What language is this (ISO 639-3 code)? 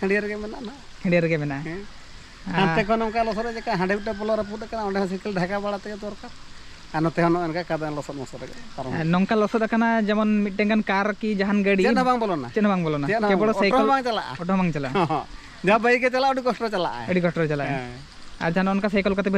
sat